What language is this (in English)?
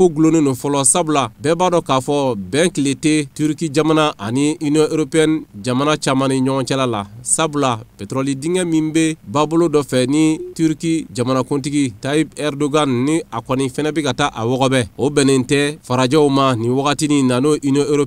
Bambara